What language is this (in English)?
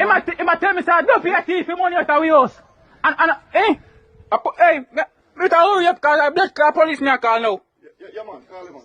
Jamaican Creole English